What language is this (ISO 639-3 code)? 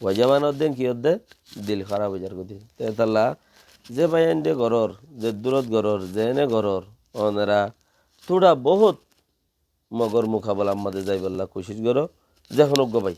rhg